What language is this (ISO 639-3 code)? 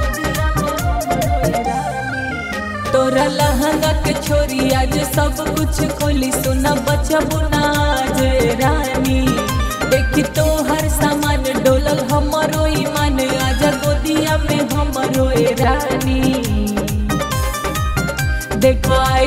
bho